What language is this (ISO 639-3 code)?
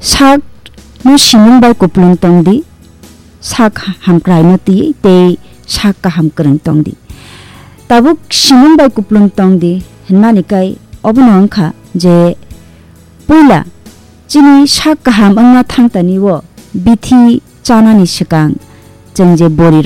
trp